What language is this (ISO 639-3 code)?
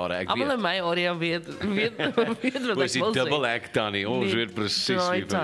afr